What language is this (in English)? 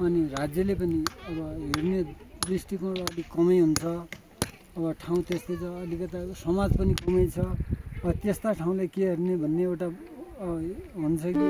Nepali